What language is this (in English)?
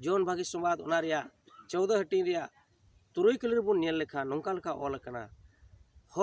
Santali